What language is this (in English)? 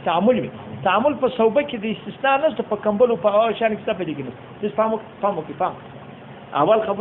Pashto